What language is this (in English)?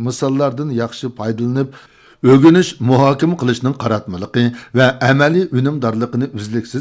Uyghur